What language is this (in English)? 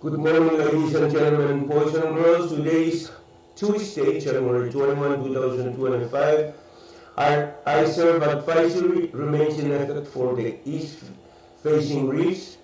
Pohnpeian